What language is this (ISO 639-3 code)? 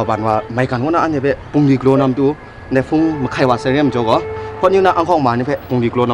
kac